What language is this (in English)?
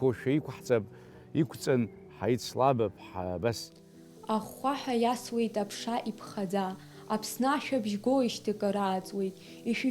Abkhazian